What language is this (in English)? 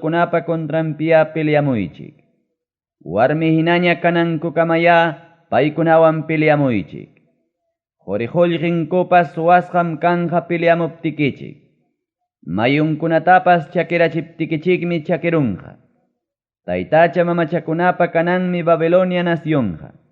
Ayacucho Quechua